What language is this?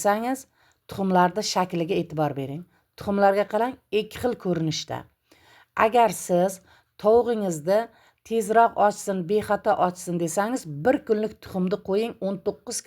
Uzbek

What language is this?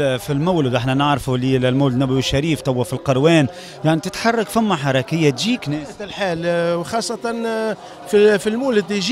Tunisian Arabic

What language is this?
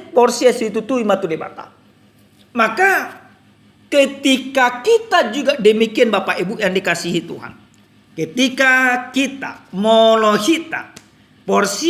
Batak Toba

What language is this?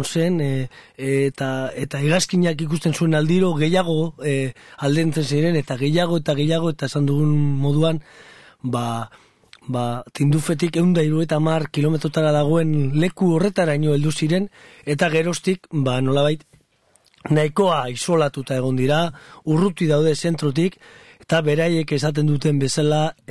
Basque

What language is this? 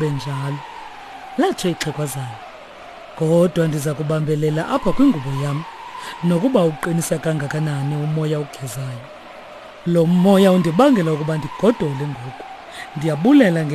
Xhosa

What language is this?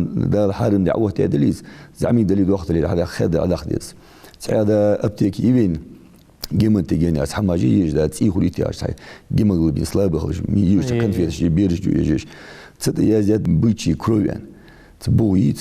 Ingush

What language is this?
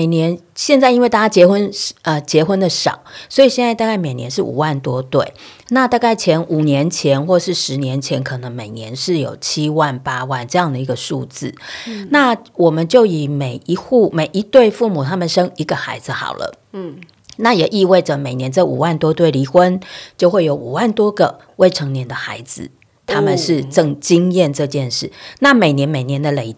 Chinese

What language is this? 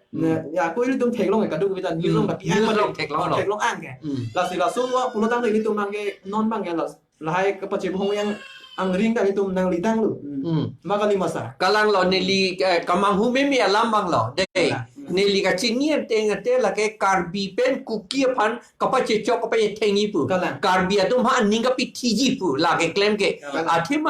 Karbi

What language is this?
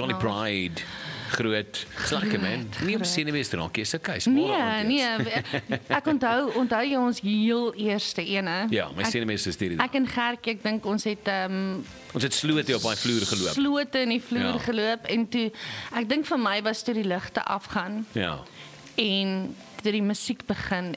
Afrikaans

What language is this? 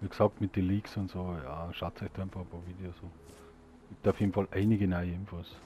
Bavarian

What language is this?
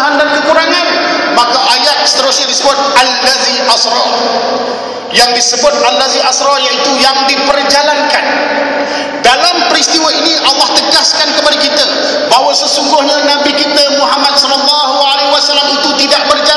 Malay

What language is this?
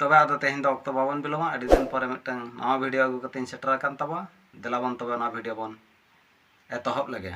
Santali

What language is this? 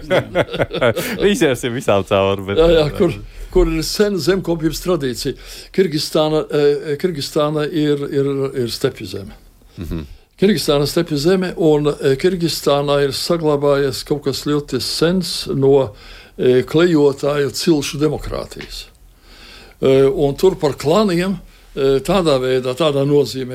Latvian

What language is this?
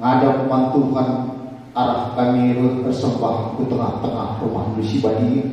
Batak Karo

